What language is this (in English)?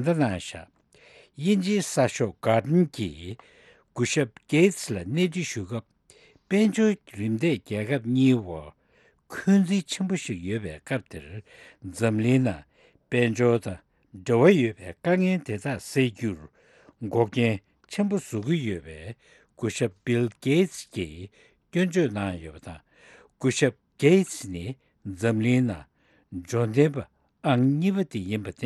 Tibetan